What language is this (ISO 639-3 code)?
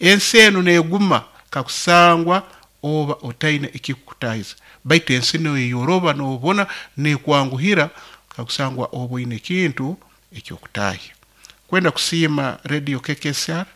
nyo